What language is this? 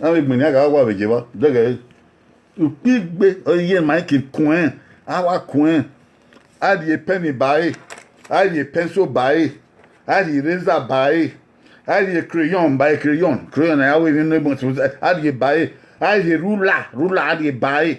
Bini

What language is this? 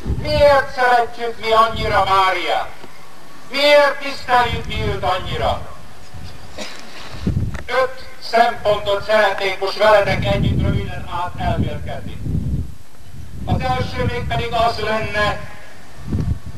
Hungarian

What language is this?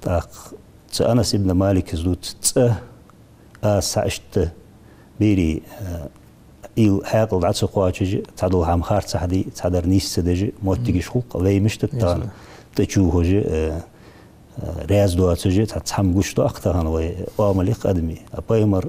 Ingush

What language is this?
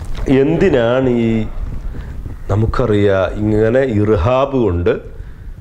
Malayalam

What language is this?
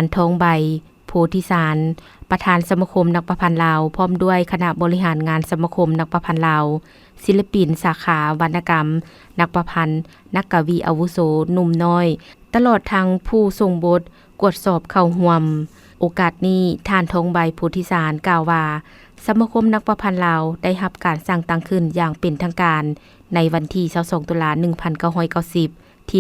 Lao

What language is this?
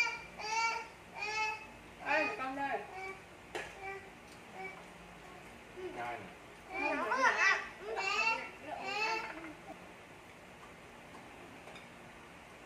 Vietnamese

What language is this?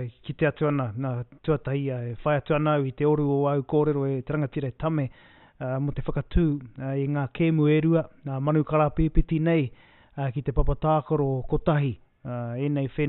Māori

